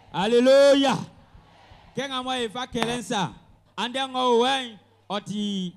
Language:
Baoulé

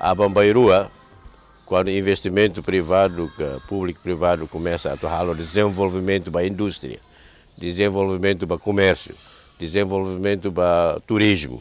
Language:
Tetum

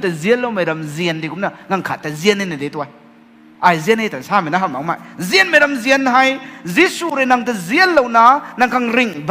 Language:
Rongmei Naga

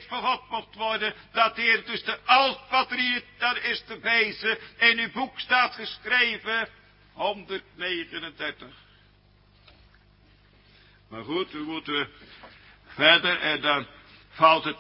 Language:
Dutch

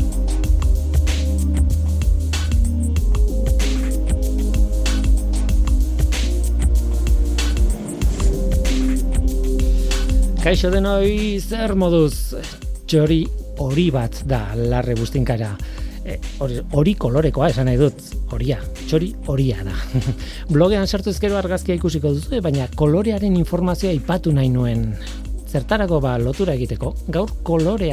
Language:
Basque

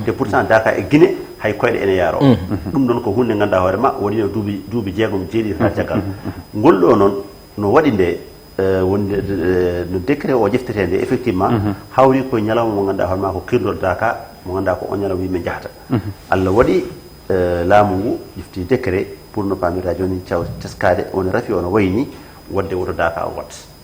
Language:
Fula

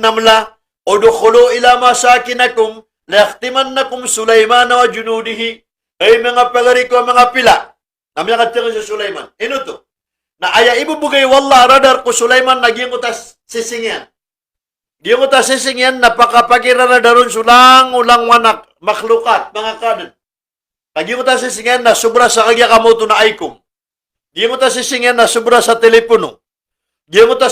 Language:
Maranao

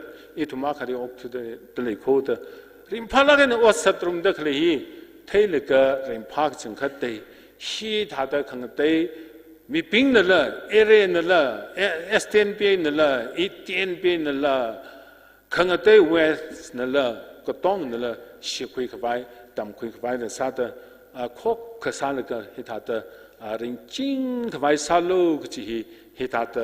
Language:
Tangkhul Naga (India)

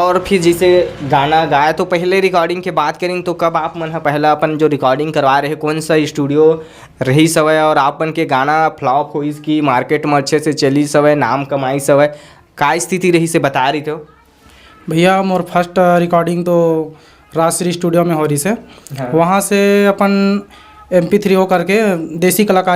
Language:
Chhattisgarhi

